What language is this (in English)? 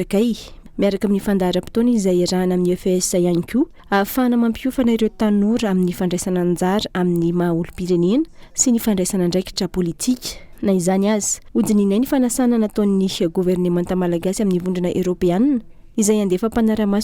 Malagasy